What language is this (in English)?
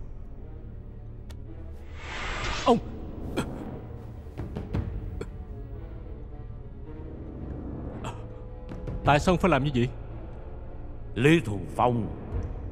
Vietnamese